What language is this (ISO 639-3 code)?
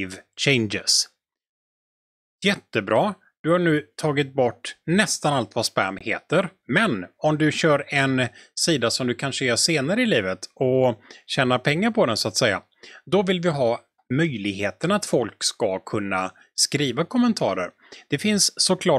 swe